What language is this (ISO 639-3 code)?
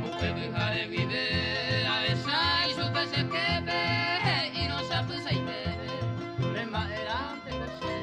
grn